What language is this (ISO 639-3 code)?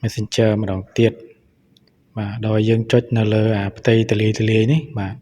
khm